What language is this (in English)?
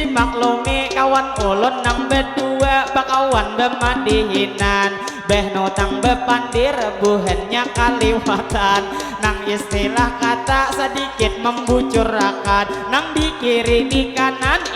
Banjar